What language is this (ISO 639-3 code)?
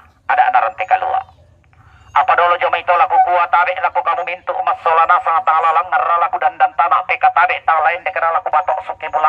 sda